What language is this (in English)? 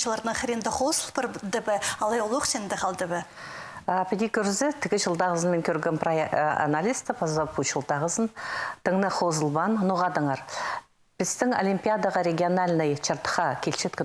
Khakas